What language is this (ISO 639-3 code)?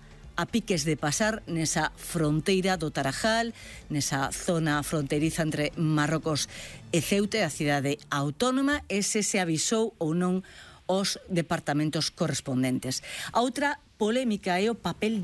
glg